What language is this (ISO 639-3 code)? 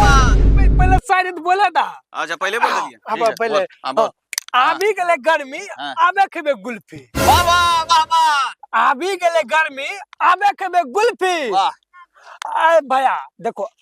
mai